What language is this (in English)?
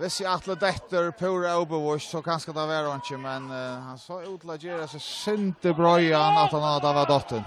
Faroese